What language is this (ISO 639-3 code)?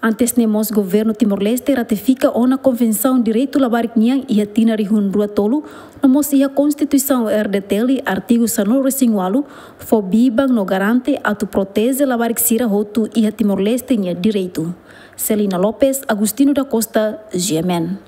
tet